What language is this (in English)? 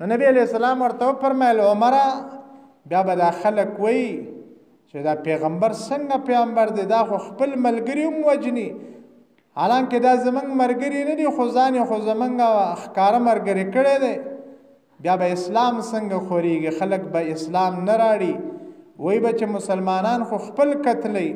Pashto